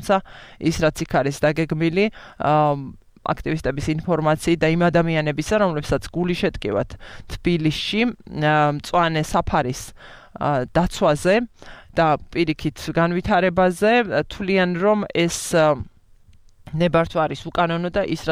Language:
Georgian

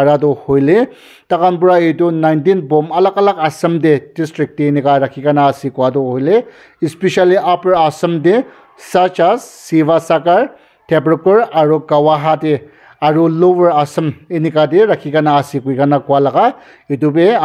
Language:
Naga Pidgin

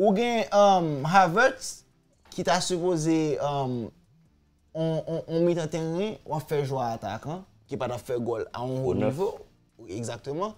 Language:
Haitian Creole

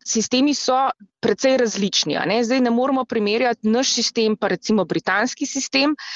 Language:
Slovenian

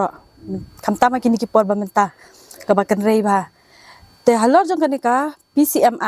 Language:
Khasi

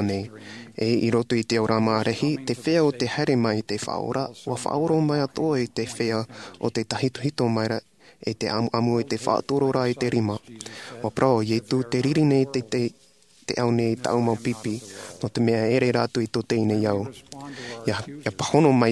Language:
Tahitian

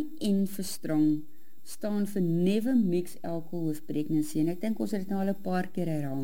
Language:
Afrikaans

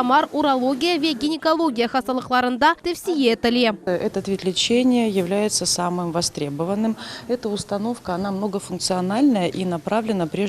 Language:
Crimean Tatar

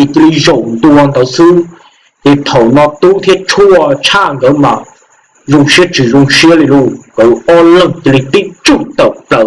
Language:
Hmong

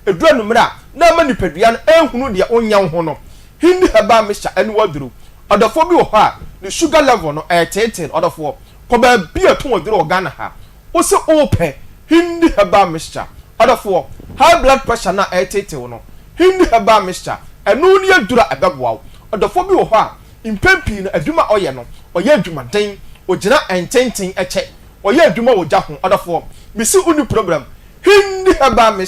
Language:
Akan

